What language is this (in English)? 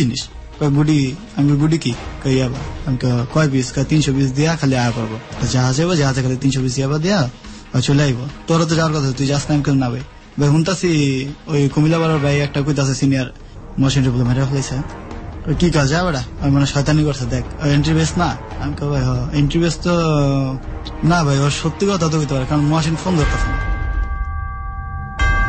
Bangla